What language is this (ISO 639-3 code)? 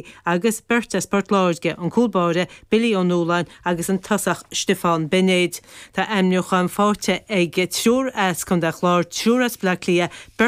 gle